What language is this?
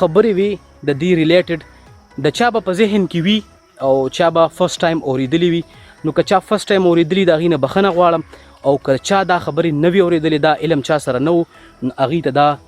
Pashto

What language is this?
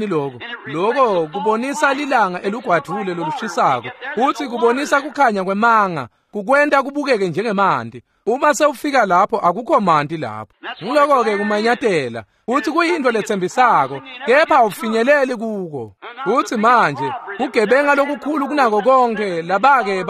Swati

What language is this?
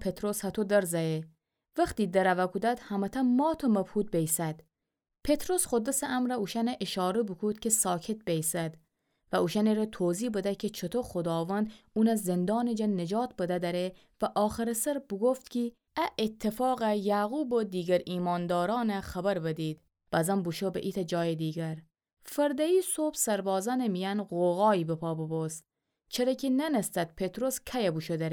Gilaki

